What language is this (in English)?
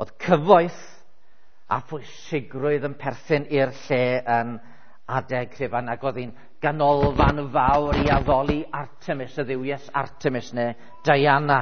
Welsh